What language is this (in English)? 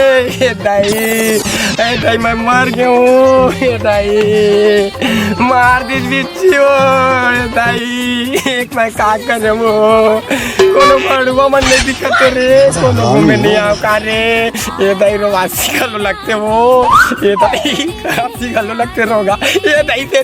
Chhattisgarhi